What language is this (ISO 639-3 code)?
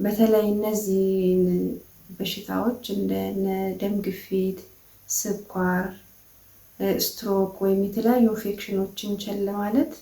amh